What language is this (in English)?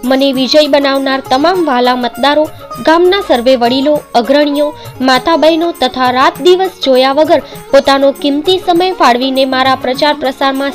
Gujarati